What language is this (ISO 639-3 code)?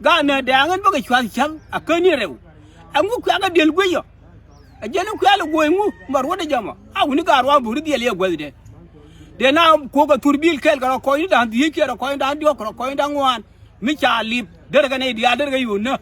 nus